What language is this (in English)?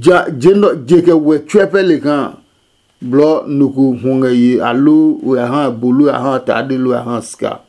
Adangme